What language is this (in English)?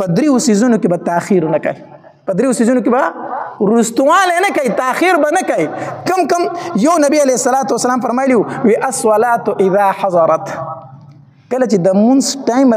Pashto